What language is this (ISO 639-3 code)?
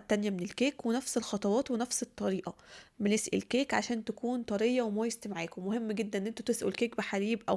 arz